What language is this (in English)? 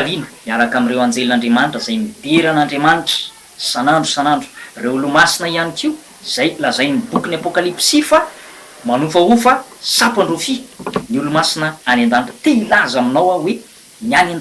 Malagasy